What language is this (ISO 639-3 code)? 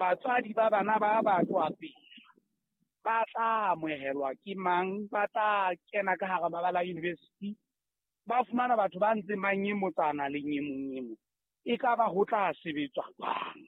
sot